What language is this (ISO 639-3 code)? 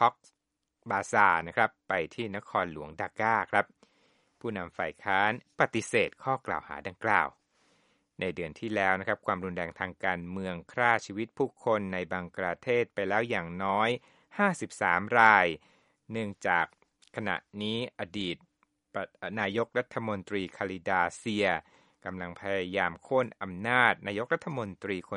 tha